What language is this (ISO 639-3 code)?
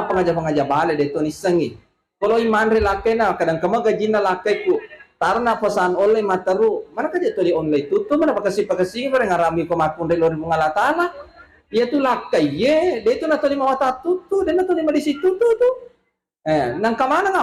bug